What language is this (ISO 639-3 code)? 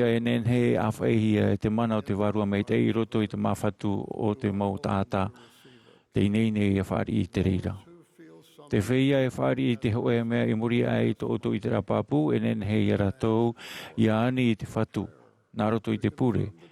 tah